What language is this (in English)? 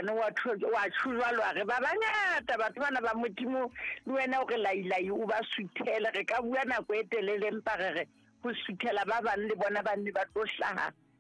Southern Sotho